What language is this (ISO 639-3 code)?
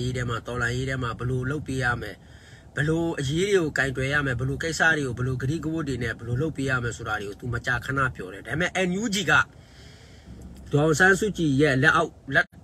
mya